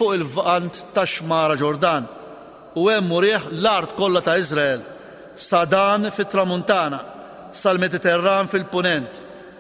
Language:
Maltese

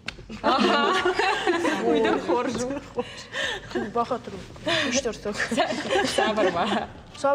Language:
Ossetic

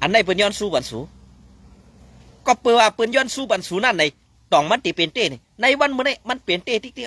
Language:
Shan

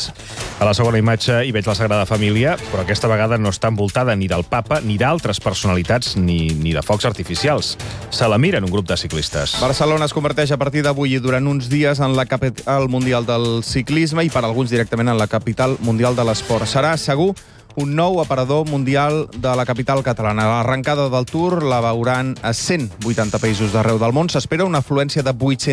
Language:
Catalan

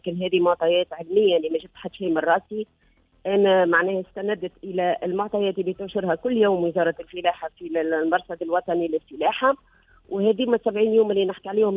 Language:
Tunisian Arabic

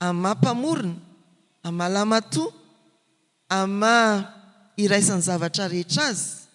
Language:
Malagasy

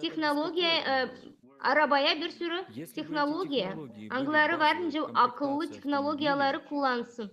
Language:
Gagauz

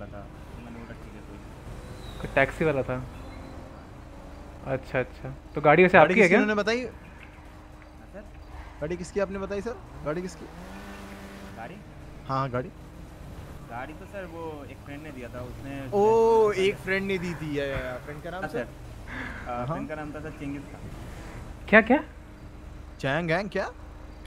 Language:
Hindi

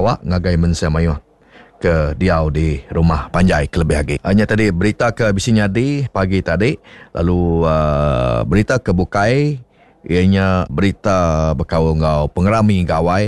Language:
Iban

